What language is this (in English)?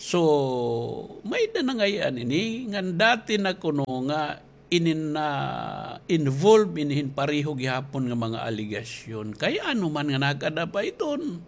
Waray